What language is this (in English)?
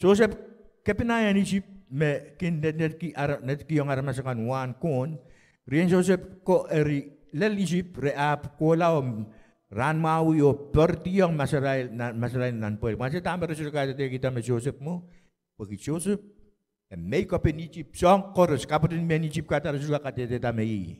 Pohnpeian